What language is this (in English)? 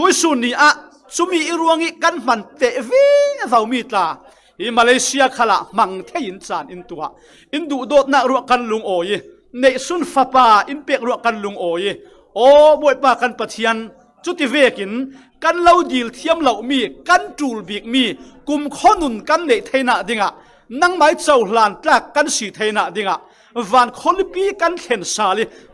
Falam Chin